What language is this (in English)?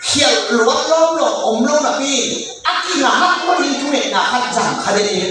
Tedim Chin